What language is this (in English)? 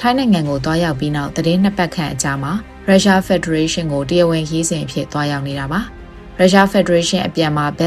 Burmese